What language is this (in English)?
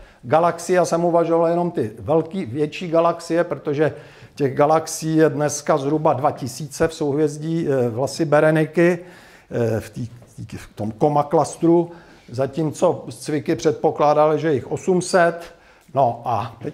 Czech